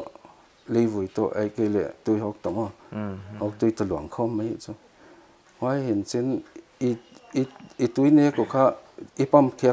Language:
Paite Chin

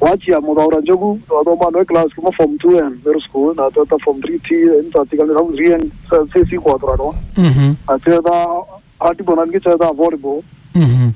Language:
Meru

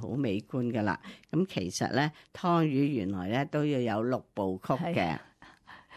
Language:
Cantonese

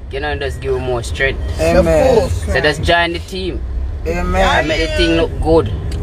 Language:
Jamaican Creole English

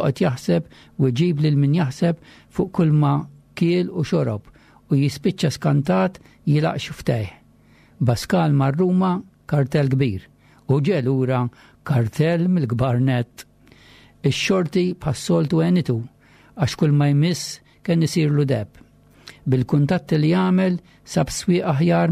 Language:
Maltese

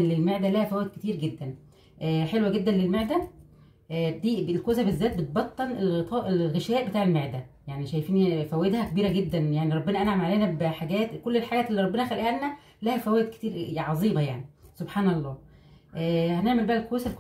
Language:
Egyptian Arabic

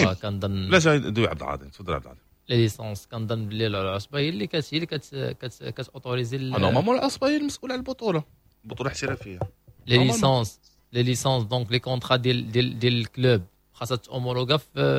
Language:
Moroccan Arabic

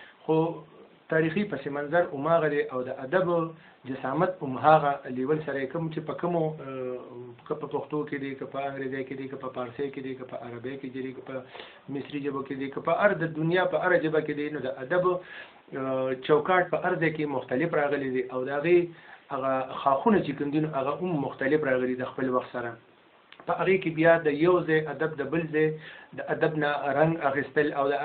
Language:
Pashto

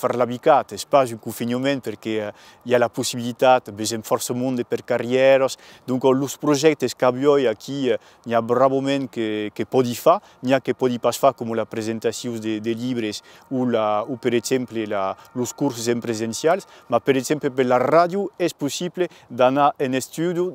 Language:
Occitan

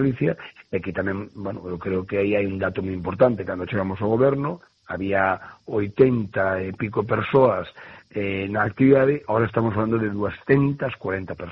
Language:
Galician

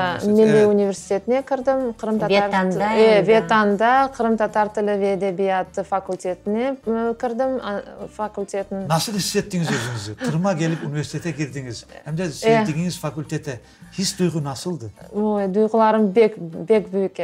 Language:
Crimean Tatar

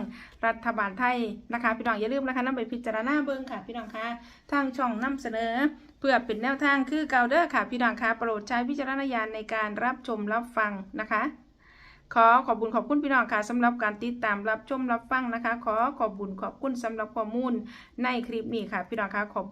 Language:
Northeastern Thai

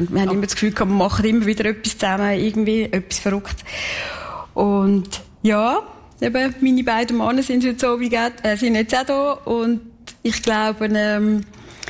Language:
German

